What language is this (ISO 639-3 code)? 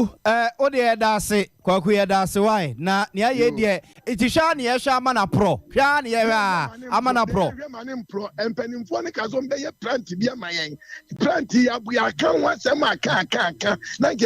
aka